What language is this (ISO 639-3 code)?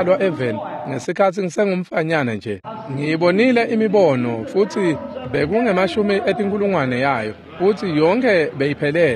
ssw